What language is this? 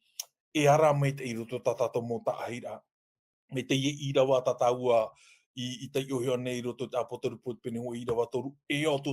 Tahitian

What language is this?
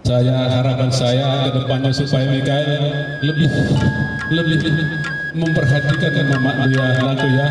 Batak Karo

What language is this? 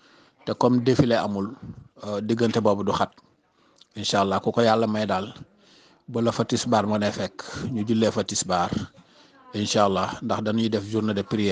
Wolof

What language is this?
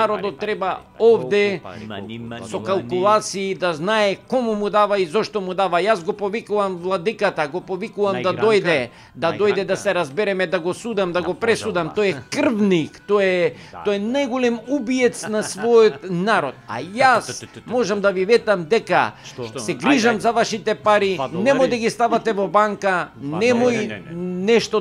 Macedonian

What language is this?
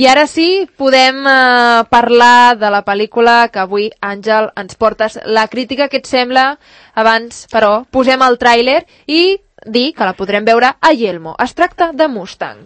Catalan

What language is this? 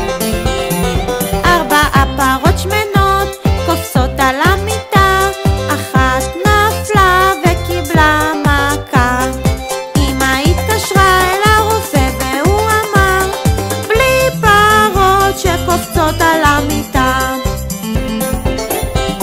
Hebrew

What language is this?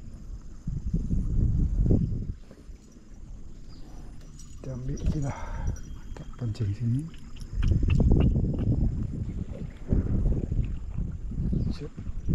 Malay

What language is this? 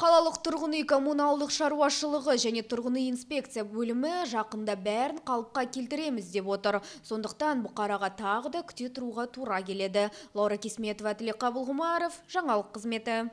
Kazakh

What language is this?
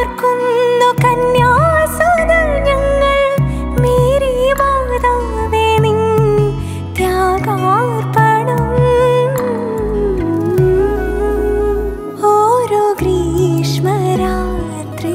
Malayalam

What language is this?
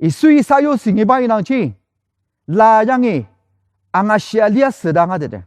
Ao Naga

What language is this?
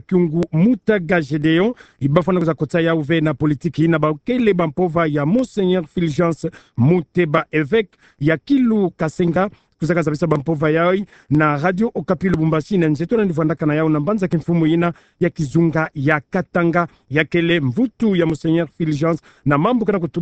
Kituba (Democratic Republic of Congo)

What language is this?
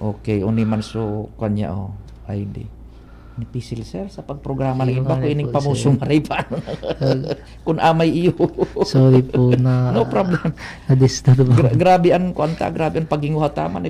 Bikol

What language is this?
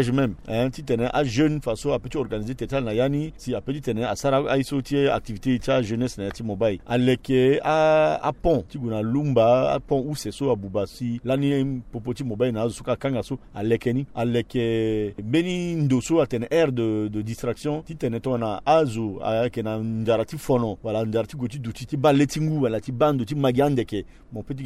Sango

